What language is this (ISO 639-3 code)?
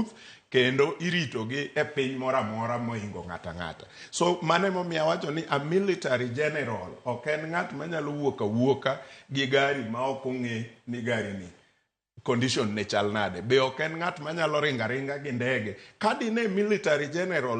luo